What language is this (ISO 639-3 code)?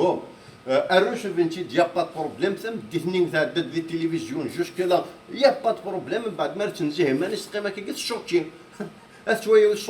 kab